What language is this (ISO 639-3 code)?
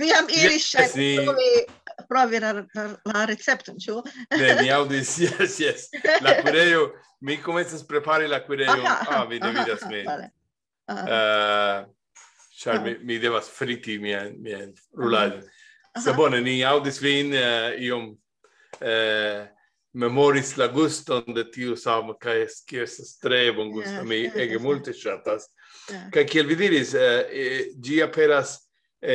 epo